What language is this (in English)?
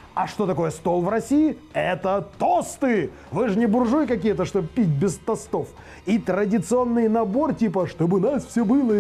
Russian